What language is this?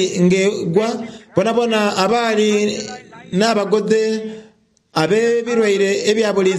Soga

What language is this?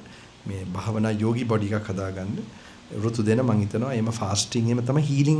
Sinhala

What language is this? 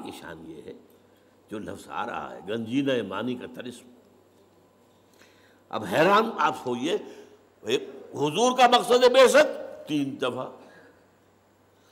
Urdu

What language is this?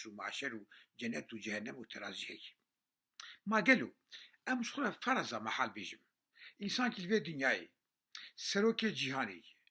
Kurdish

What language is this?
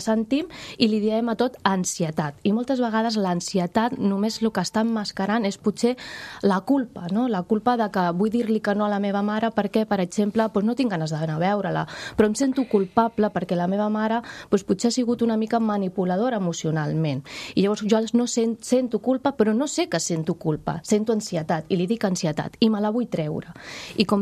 Catalan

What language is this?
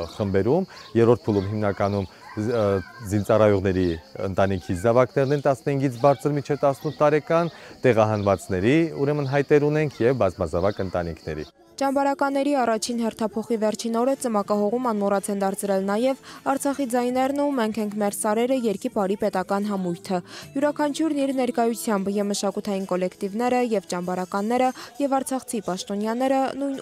Armenian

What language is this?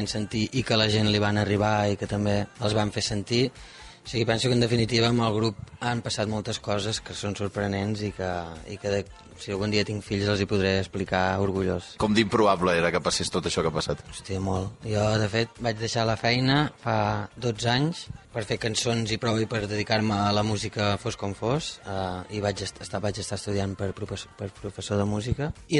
Catalan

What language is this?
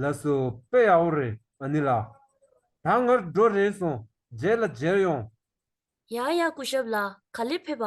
Tibetan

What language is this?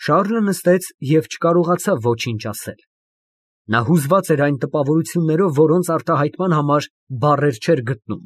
Armenian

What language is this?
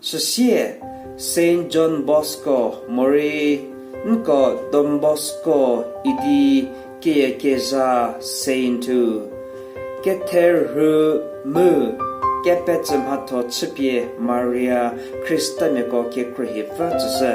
Angami Naga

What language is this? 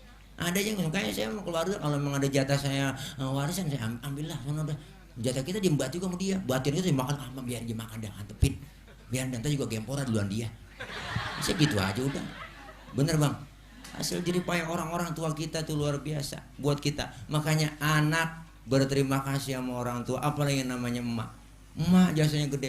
Betawi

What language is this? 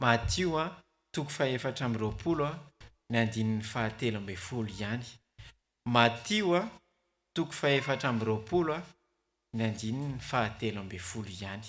Malagasy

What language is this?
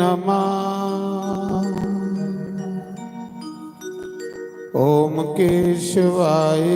Dogri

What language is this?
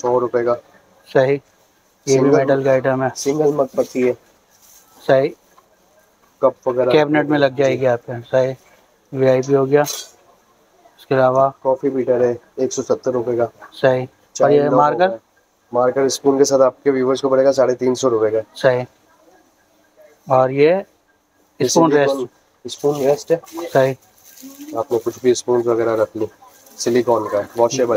Hindi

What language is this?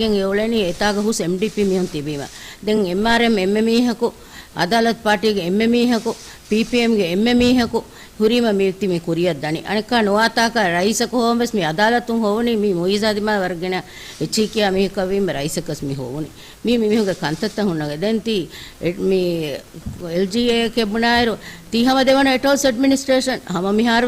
Divehi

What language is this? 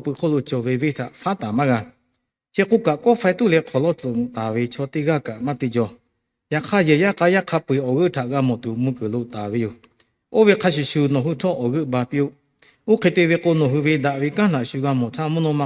Lahu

